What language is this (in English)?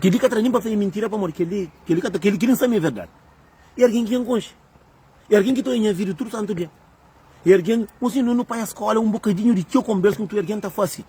Kabuverdianu